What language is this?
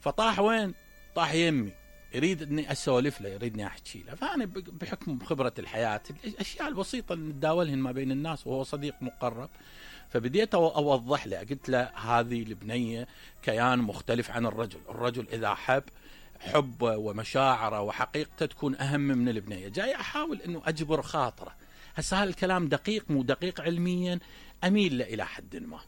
Mesopotamian Arabic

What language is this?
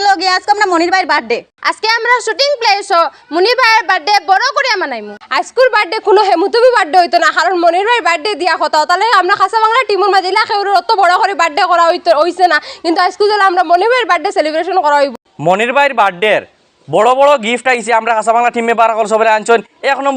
Sylheti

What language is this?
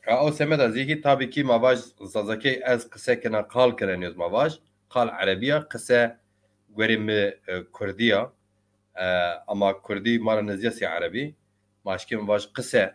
Zaza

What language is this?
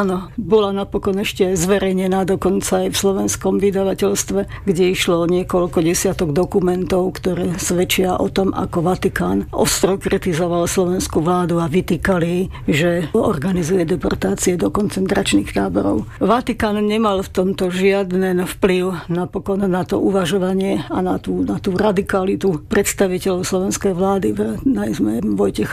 Slovak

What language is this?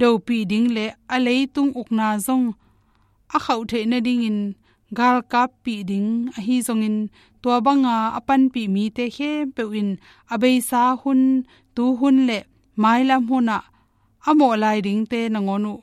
Tedim Chin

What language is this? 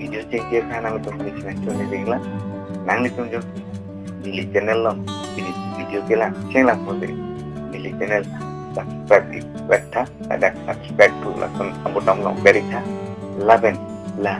Karbi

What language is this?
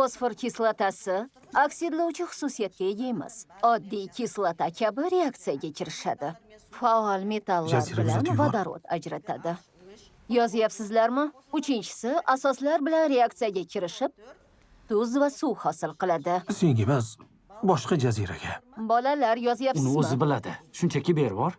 Uzbek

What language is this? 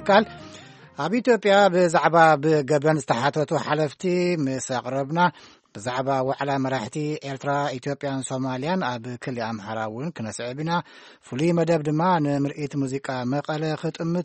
Tigrinya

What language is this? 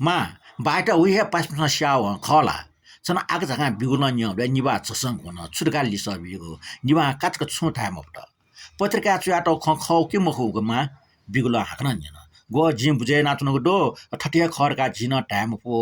Newari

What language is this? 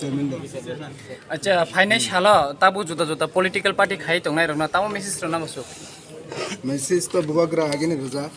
Kok Borok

